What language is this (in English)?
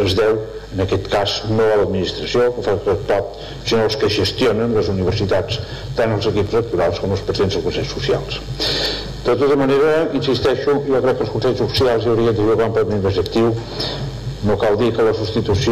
Catalan